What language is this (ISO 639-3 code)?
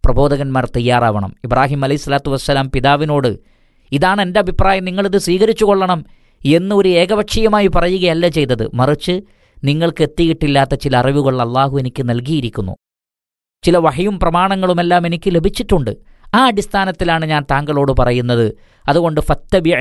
mal